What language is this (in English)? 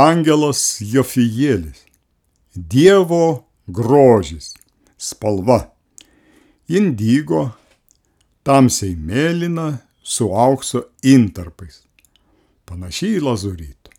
Lithuanian